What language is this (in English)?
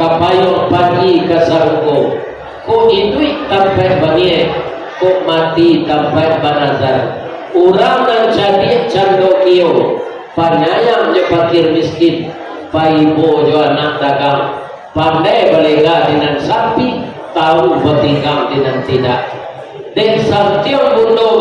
Minangkabau